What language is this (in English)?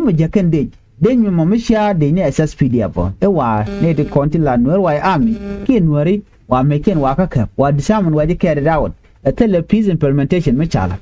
Nuer